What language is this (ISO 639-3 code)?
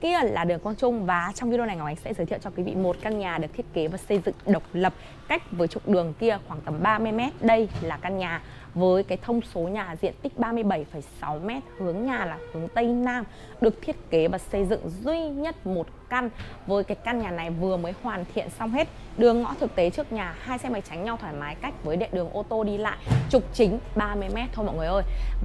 vie